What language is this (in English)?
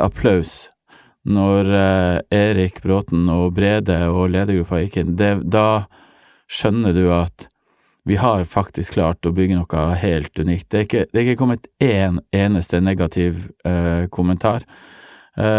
Norwegian